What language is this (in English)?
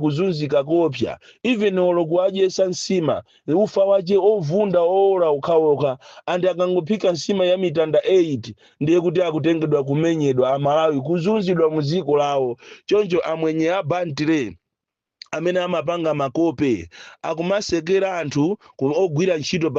Nyanja